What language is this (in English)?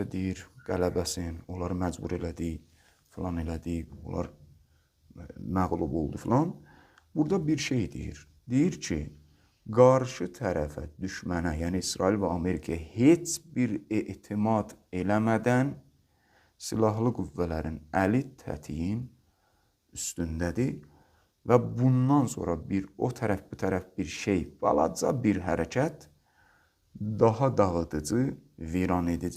Azerbaijani